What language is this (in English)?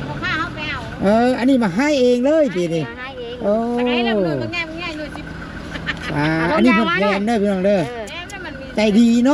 Northeastern Thai